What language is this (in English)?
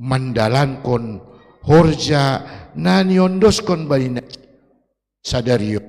Batak Simalungun